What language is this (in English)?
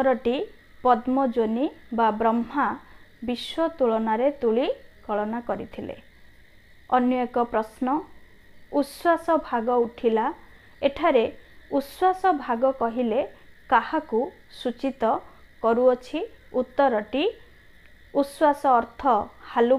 Odia